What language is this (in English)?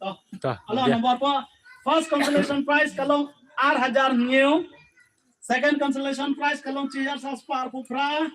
Khasi